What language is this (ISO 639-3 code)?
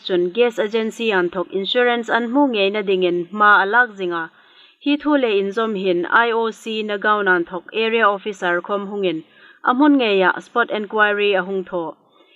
hmr